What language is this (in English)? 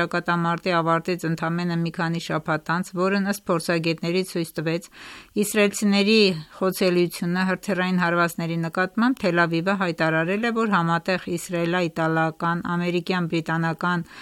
Armenian